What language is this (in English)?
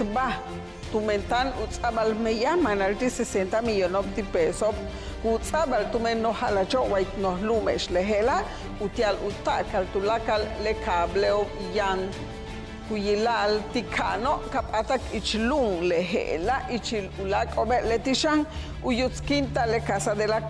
Yucateco